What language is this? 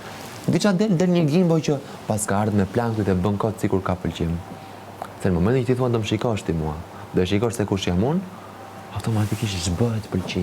Albanian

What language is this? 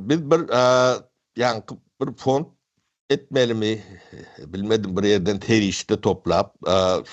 Turkmen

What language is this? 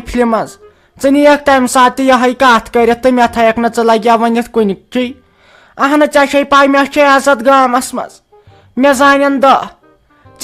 Kashmiri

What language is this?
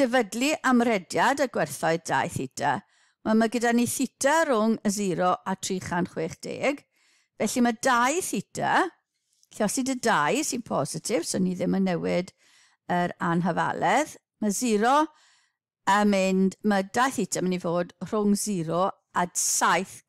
Welsh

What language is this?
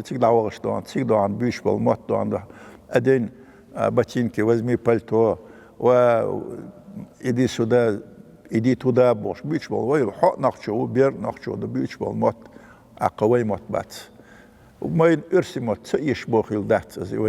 Chechen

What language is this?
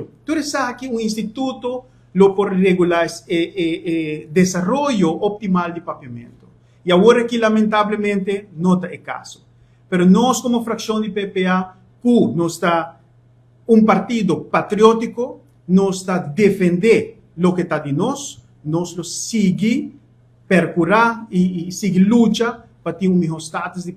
Papiamento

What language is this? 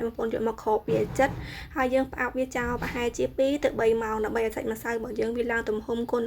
Khmer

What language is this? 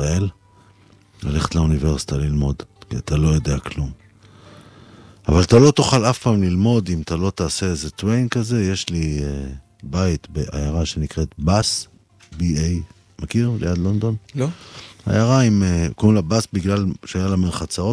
Hebrew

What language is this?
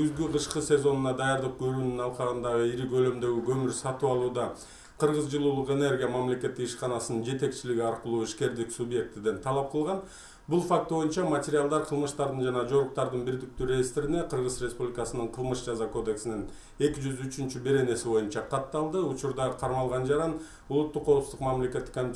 Kyrgyz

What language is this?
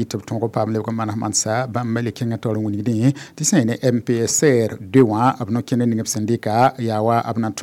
Mossi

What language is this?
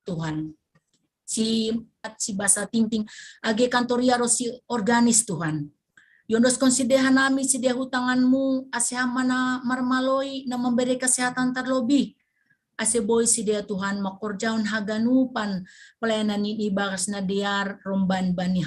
Batak Simalungun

